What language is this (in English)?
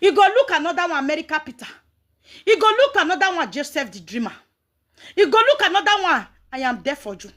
Nigerian Pidgin